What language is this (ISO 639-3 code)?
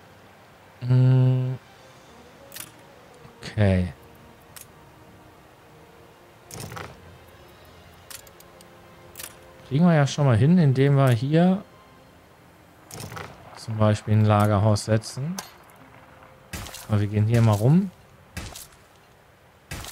deu